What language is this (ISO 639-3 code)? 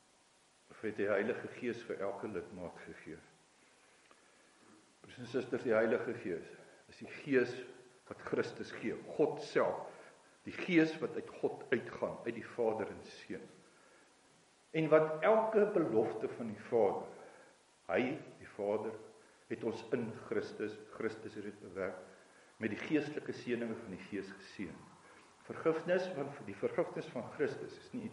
afr